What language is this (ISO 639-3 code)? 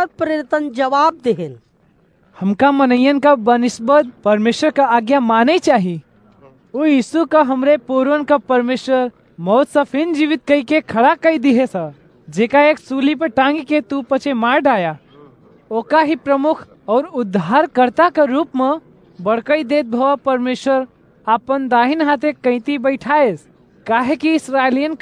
awa